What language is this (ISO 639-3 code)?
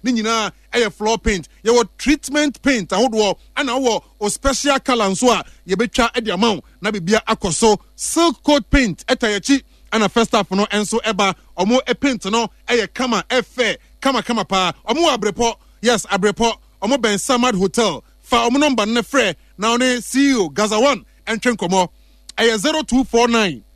aka